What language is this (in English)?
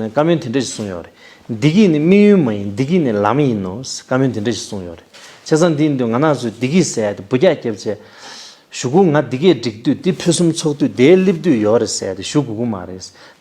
Tibetan